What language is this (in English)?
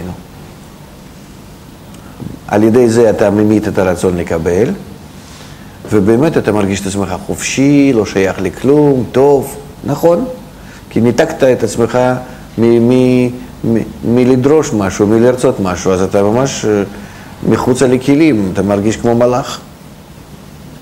Hebrew